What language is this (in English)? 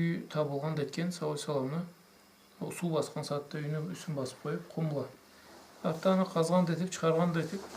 Karachay-Balkar